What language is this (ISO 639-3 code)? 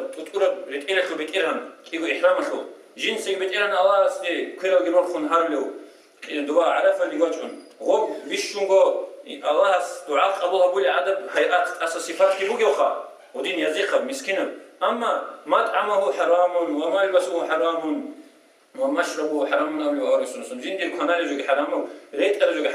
ava